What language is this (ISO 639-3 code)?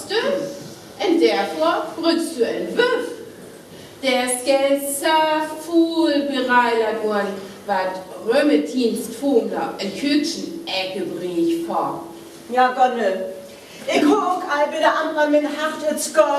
frr